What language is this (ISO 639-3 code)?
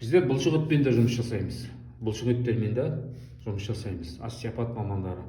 kaz